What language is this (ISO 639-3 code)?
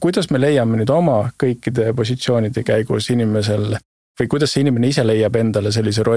est